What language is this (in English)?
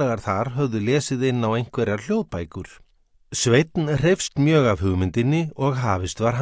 Icelandic